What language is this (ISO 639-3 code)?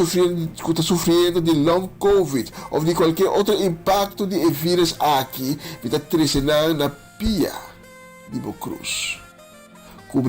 pap